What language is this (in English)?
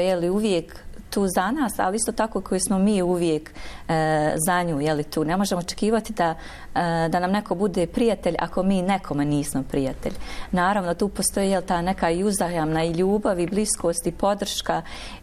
Bosnian